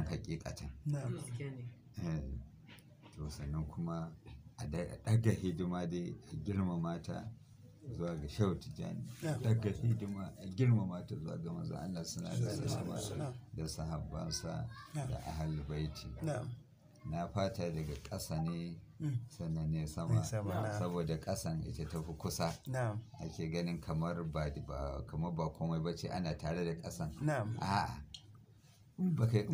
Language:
Hausa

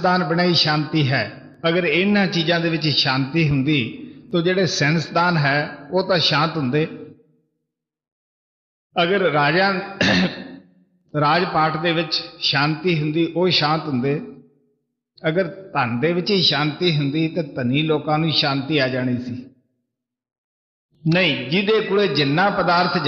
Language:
Punjabi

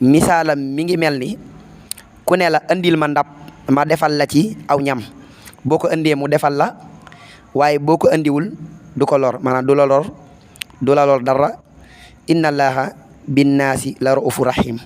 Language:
Wolof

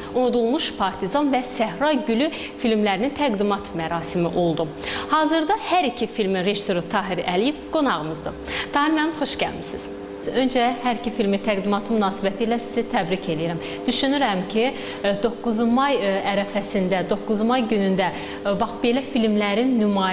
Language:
Azerbaijani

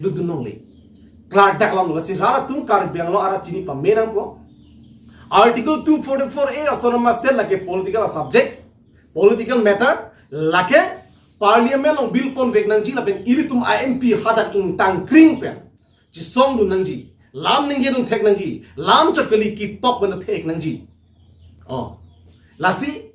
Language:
Karbi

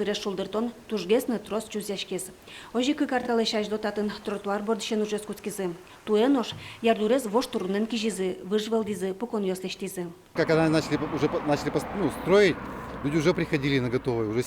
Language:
Udmurt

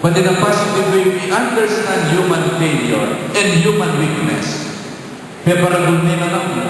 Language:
Pampanga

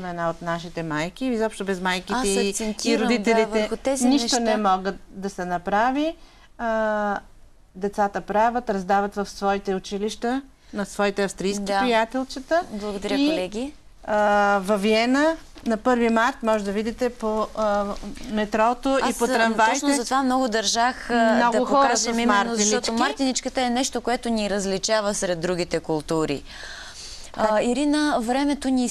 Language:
Bulgarian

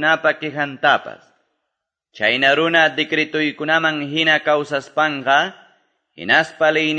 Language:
Quechua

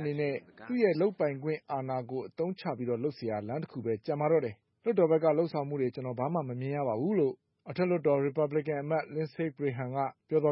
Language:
Burmese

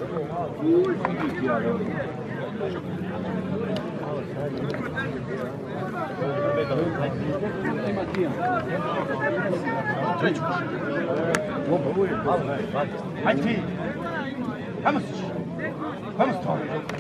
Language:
Croatian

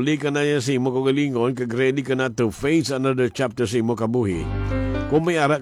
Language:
Hiligaynon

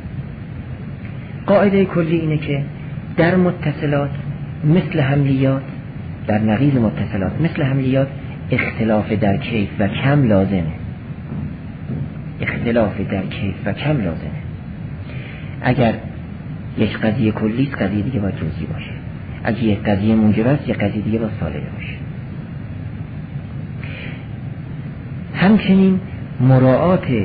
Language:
Persian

